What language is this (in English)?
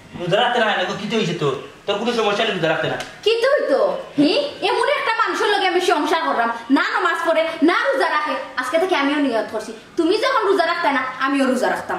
Sylheti